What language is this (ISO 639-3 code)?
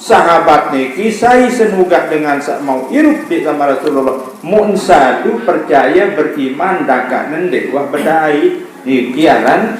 sas